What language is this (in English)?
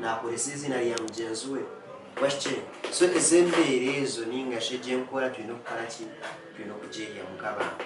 Nyankole